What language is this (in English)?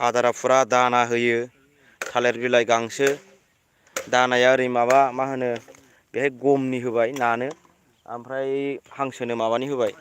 Bodo